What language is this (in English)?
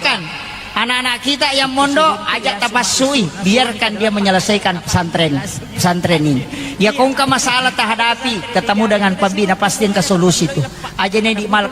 Buginese